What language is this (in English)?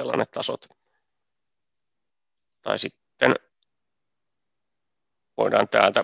Finnish